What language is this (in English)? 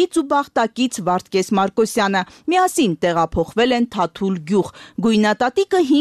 Armenian